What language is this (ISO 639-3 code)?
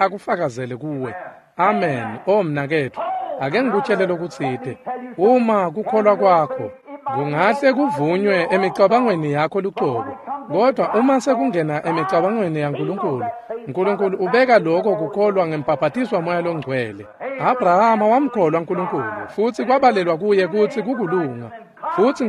ssw